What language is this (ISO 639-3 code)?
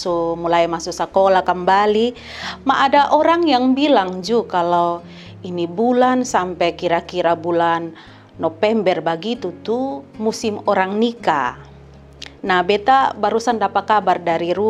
mkn